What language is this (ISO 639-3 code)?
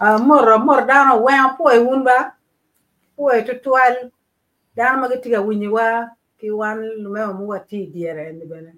ach